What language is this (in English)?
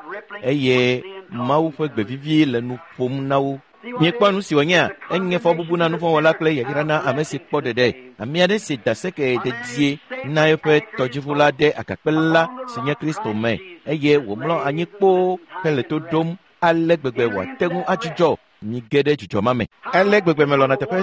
Ewe